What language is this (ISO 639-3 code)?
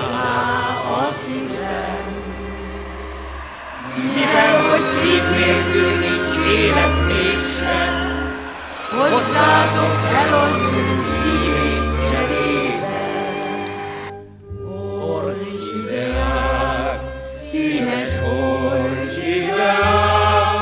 hun